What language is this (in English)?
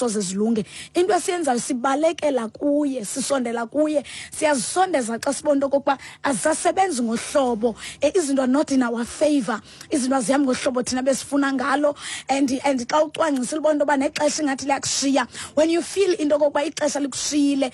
Xhosa